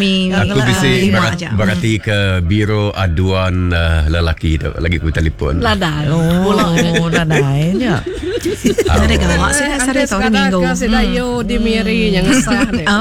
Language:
Iban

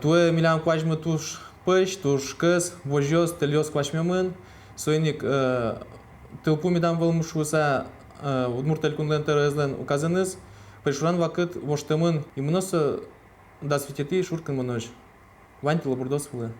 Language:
Udmurt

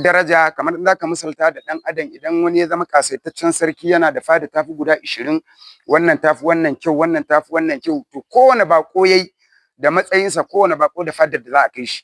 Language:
Hausa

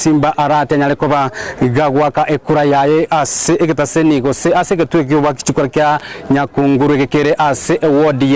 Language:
Gusii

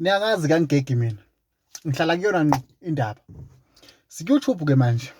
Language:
Zulu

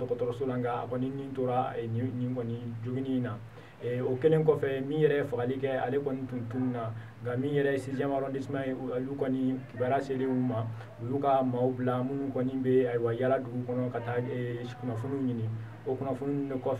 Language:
Bambara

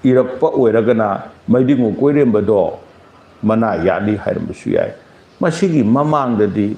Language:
Manipuri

